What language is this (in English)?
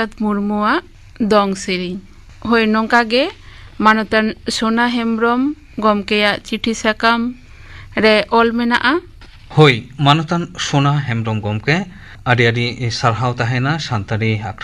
Santali